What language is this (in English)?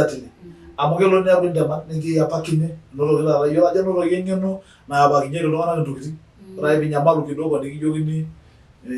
Masai